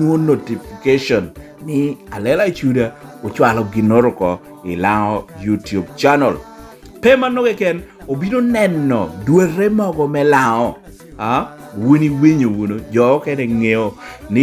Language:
Lango (Uganda)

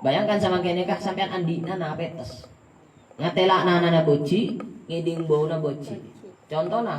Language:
Madurese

